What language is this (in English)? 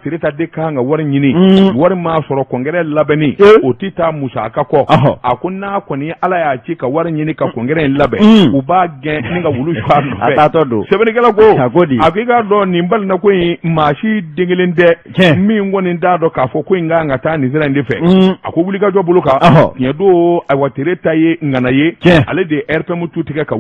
Bambara